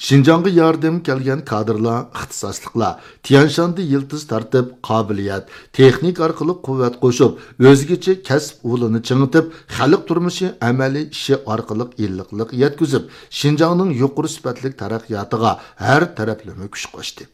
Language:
Uyghur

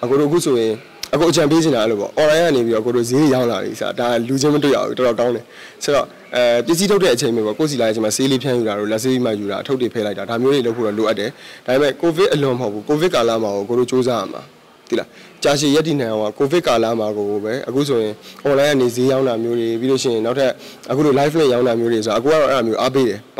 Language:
Burmese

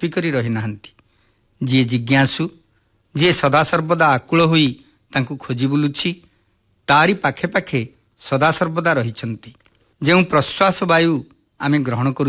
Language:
Odia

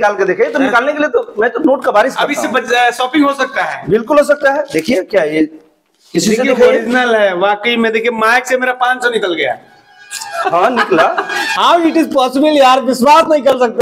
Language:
Hindi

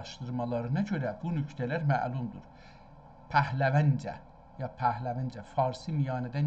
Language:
South Azerbaijani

